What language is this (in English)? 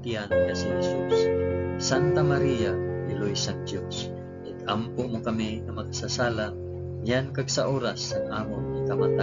Hiligaynon